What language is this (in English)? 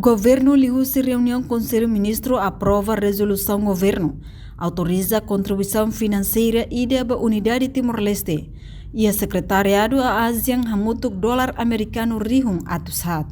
Tetum